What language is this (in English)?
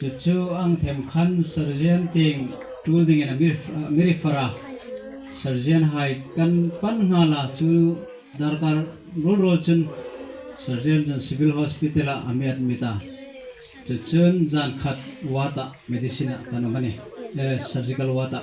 Hmar